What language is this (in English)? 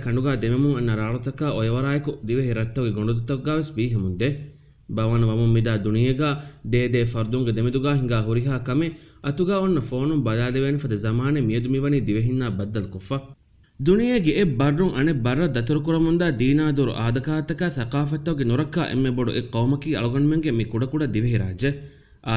Divehi